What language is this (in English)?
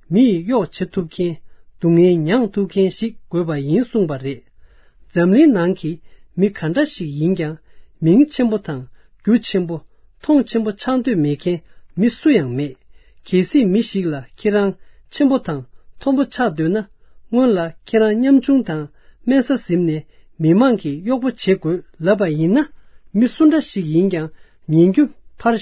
Tibetan